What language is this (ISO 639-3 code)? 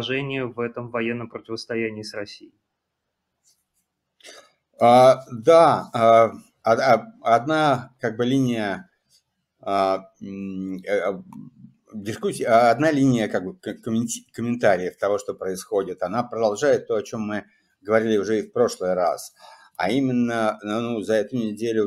rus